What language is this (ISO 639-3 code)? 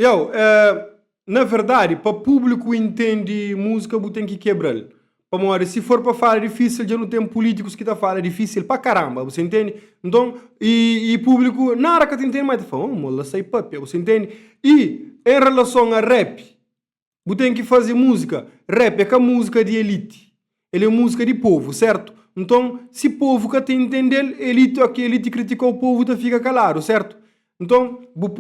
kea